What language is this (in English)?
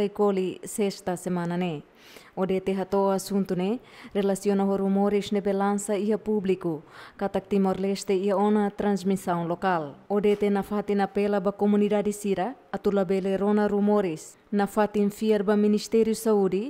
Tetum